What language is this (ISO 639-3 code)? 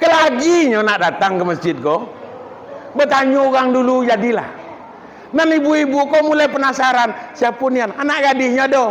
min